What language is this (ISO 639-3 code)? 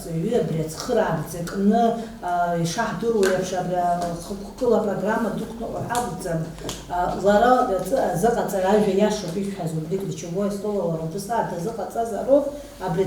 abk